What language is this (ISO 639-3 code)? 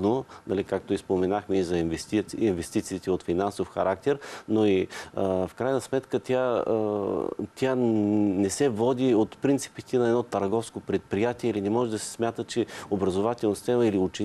bul